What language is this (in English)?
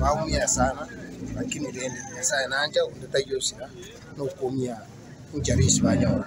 Gusii